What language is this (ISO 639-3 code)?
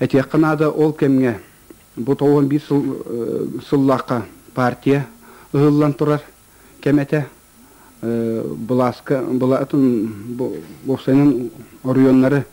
sah